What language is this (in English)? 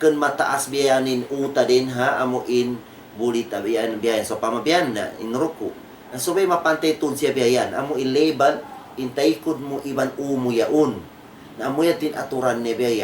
Tausug